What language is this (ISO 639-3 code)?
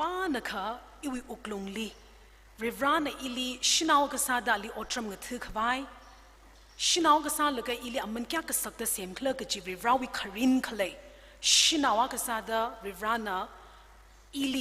nmf